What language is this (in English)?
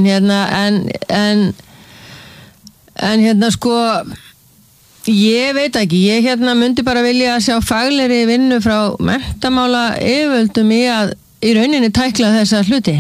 Icelandic